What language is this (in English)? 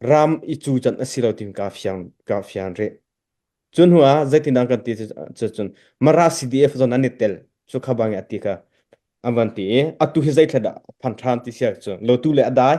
Hakha Chin